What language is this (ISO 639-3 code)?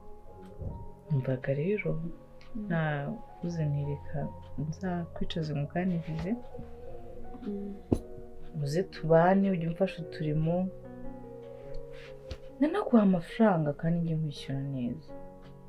kin